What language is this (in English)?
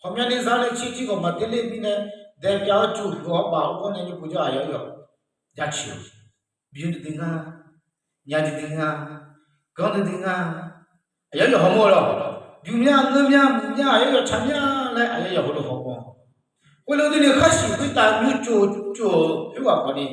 Akha